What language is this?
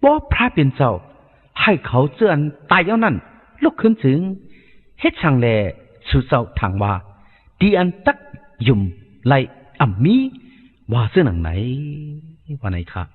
Shan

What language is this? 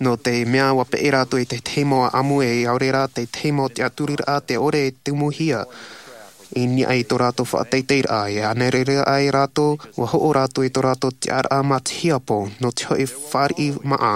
Tahitian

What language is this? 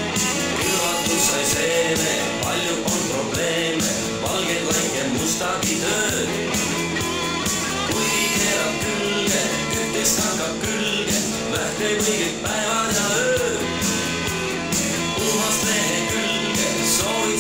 Estonian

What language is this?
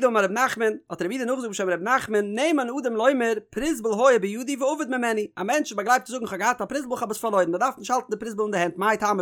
Yiddish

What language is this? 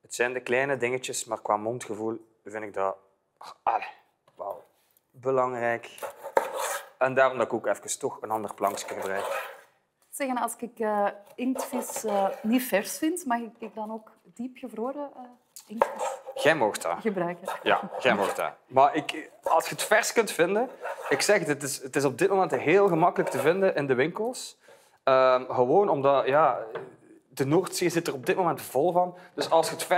Dutch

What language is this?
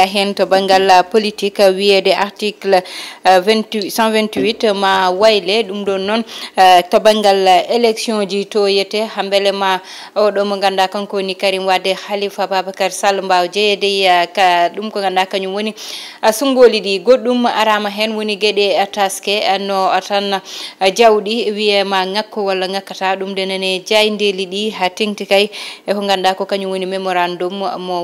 Fula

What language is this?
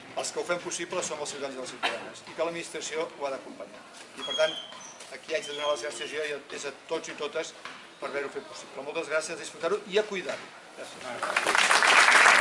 Catalan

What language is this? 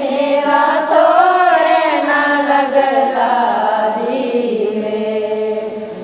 Dogri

